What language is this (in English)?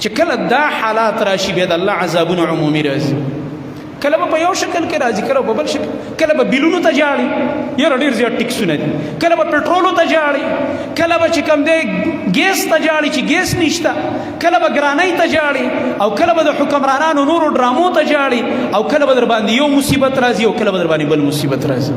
Pashto